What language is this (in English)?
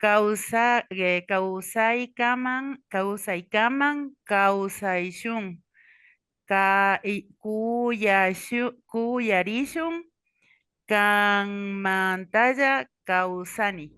Imbabura Highland Quichua